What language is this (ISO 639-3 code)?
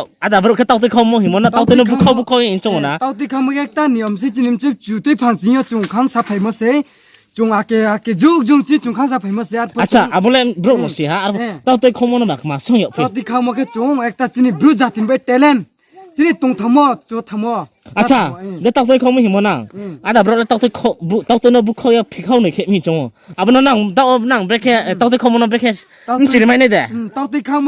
ria